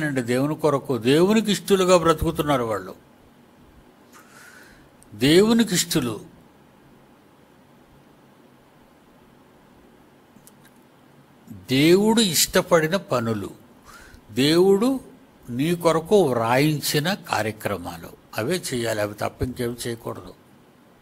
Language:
Telugu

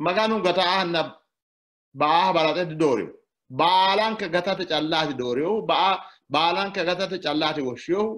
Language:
Sidamo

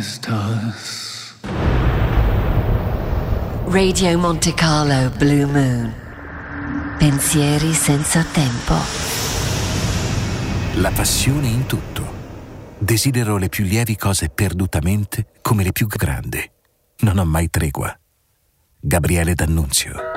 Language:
Italian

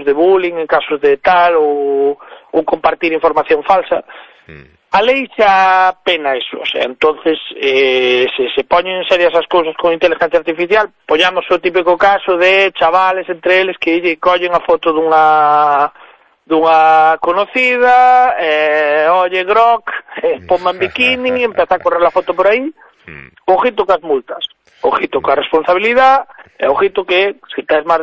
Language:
Galician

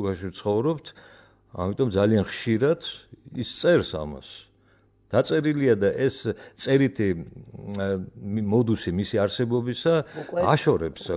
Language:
Georgian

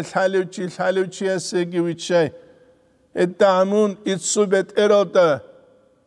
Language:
Avaric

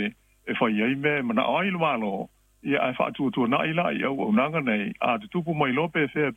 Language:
Samoan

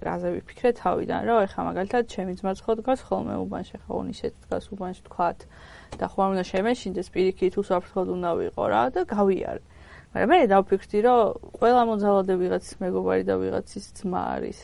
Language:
Georgian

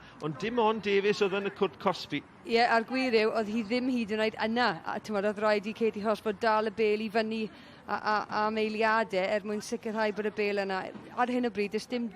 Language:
Welsh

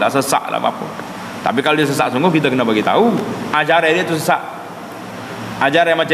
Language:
Malay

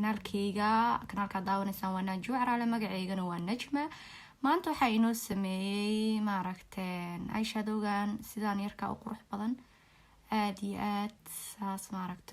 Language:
Somali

